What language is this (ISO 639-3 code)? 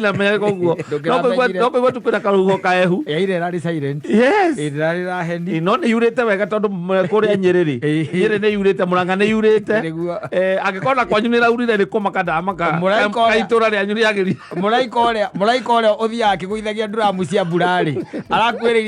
kik